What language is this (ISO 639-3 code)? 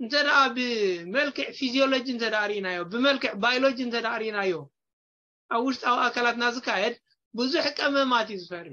tir